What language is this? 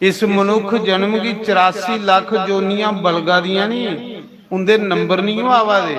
Dogri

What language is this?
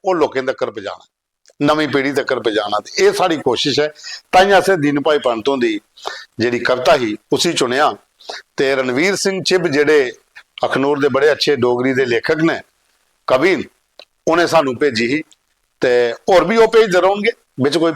Dogri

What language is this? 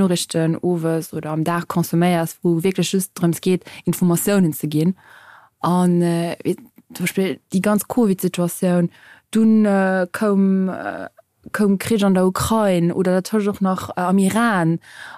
Luxembourgish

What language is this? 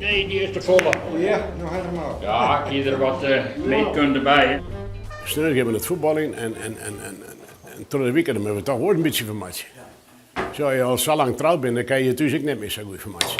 Western Frisian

